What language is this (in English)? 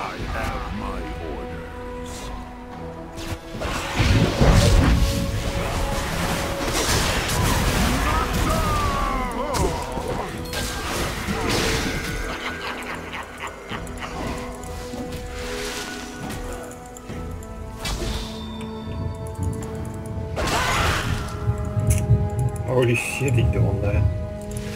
Dutch